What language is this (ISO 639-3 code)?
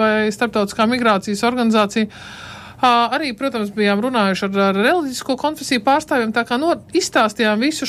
lav